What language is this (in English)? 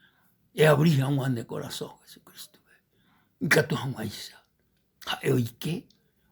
Guarani